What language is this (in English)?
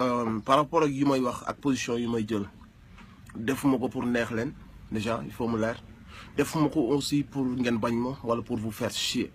Wolof